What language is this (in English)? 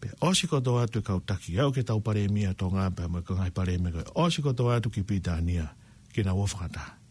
Tongan